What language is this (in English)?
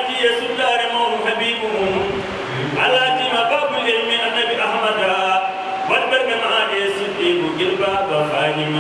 Fula